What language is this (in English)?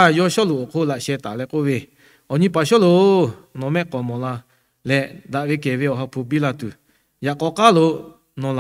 Lahu